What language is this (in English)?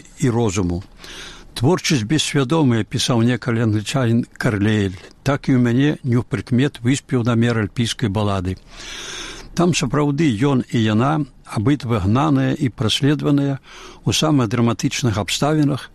Belarusian